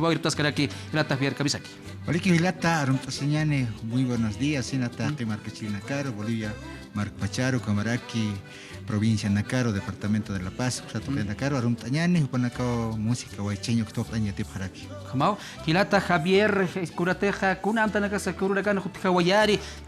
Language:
Aymara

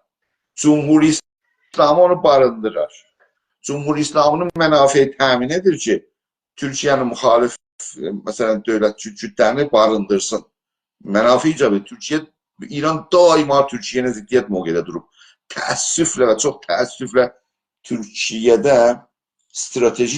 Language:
South Azerbaijani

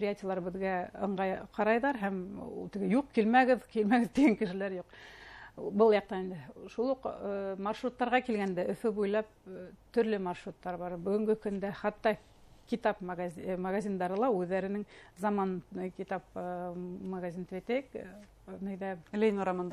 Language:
Bashkir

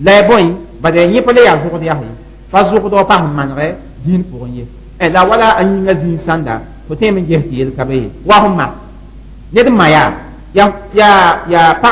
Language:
Mossi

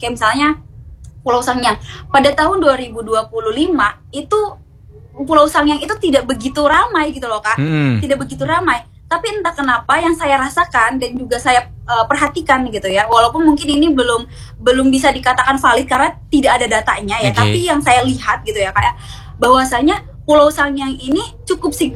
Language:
Indonesian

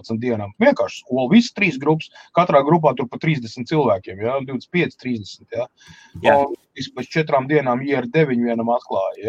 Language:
Latvian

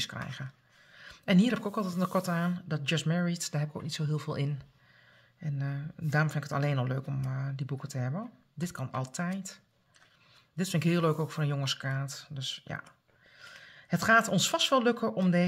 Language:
Dutch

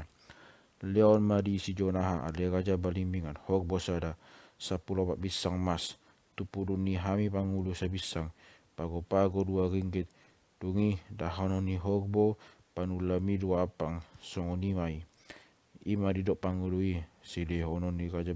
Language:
Batak Toba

